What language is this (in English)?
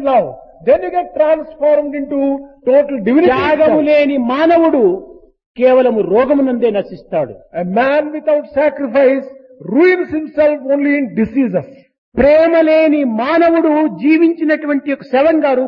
Telugu